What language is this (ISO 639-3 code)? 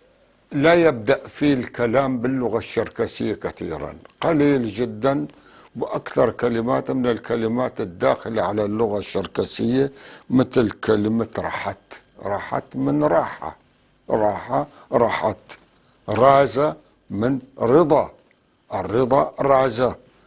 apc